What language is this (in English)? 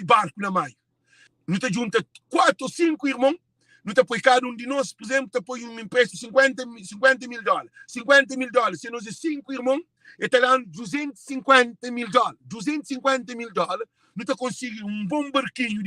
Kabuverdianu